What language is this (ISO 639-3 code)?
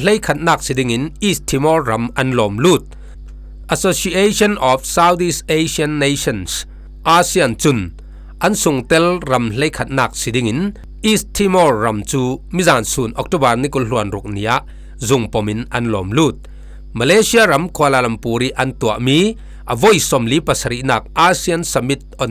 cfm